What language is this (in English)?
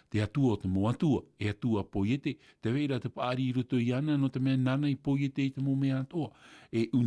Tahitian